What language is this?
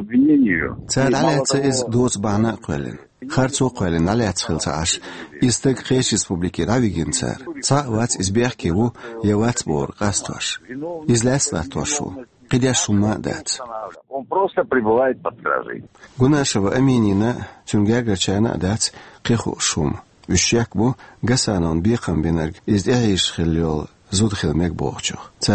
Chechen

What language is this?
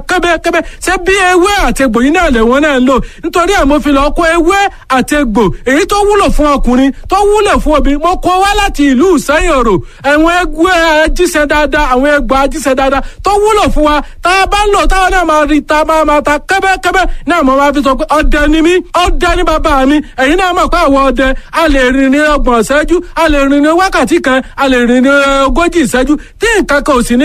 Yoruba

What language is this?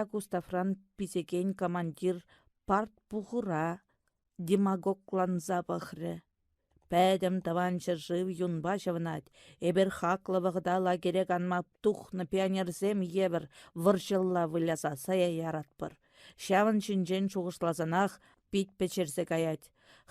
Chuvash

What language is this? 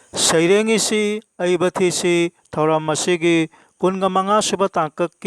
Manipuri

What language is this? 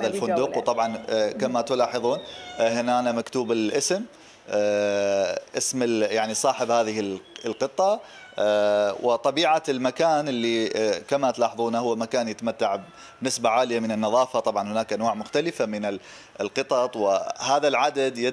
Mesopotamian Arabic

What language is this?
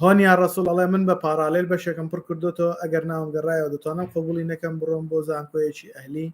Central Kurdish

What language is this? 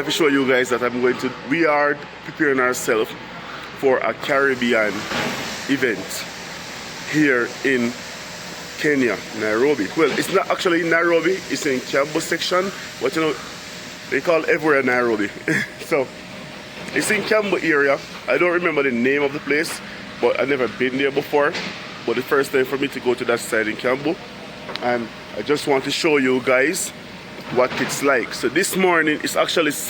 Jamaican Creole English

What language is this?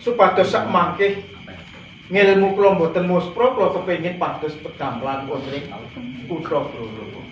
Javanese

